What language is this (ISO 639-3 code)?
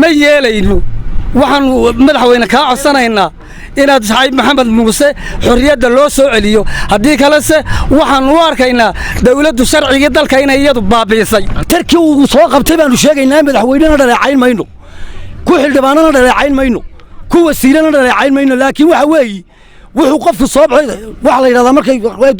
som